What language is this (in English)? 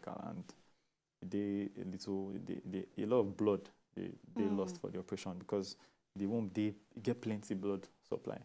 Nigerian Pidgin